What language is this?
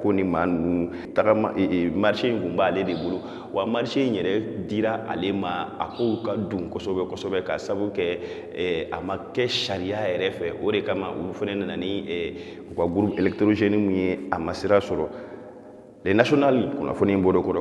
Bambara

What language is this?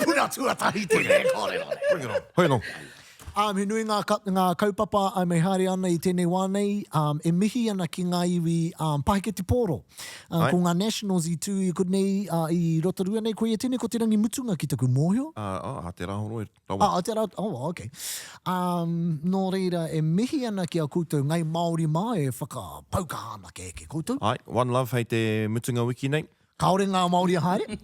Māori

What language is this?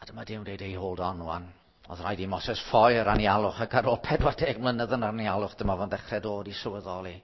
Welsh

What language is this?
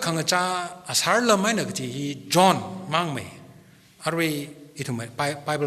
Tangkhul Naga (India)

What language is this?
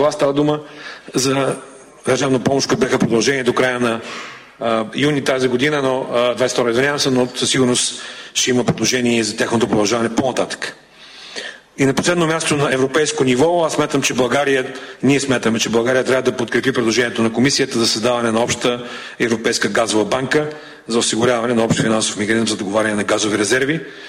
Bulgarian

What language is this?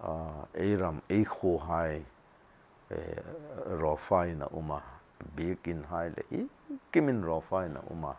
Hmar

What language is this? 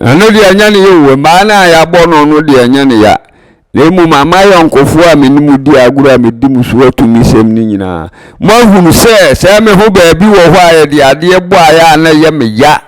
Akan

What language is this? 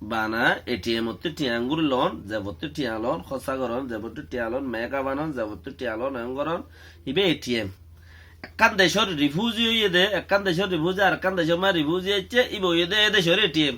Rohingya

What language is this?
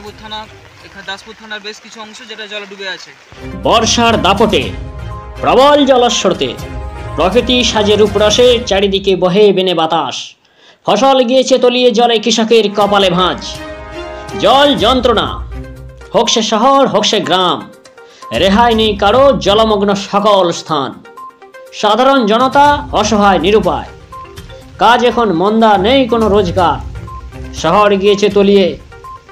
Bangla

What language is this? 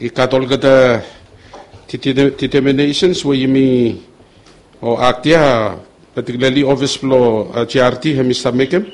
Bislama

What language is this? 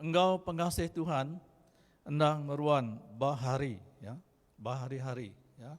Iban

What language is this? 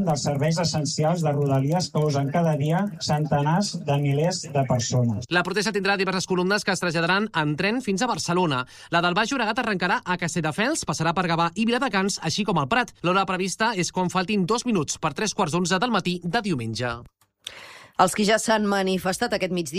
Catalan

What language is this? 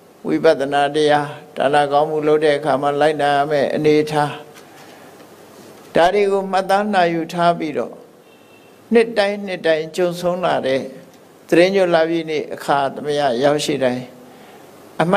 Burmese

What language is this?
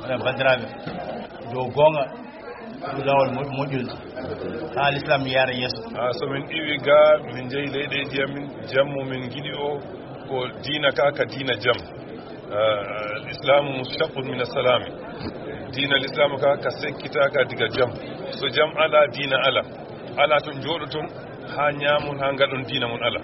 Fula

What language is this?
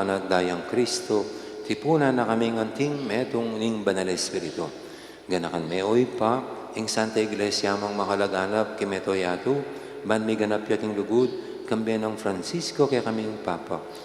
Pampanga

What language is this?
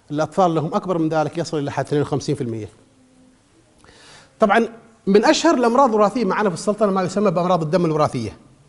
Arabic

